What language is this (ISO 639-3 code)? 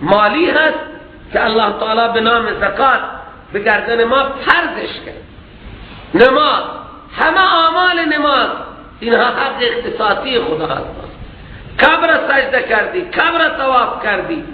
fas